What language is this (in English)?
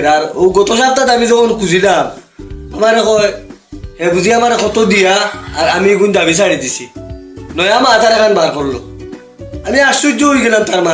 Sylheti